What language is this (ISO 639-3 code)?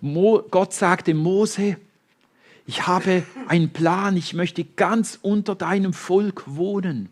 gsw